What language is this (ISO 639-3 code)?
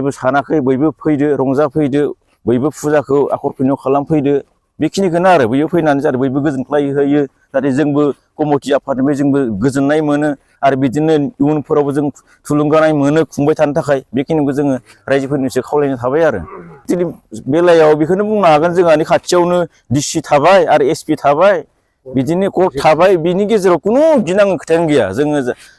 brx